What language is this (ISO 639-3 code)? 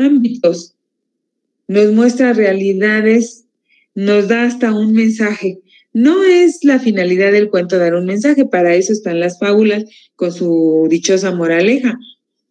spa